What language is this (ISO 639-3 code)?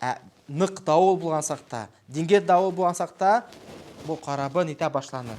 bak